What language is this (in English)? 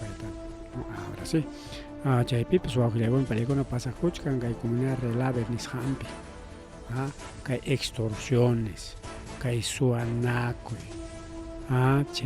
Ayacucho Quechua